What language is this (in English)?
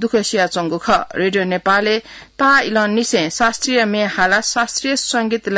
Newari